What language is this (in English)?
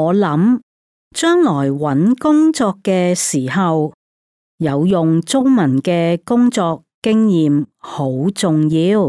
Cantonese